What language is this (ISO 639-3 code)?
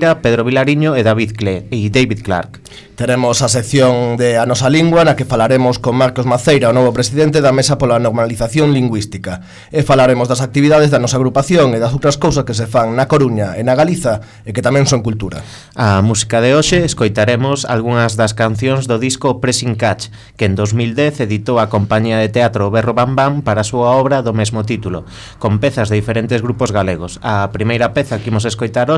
glg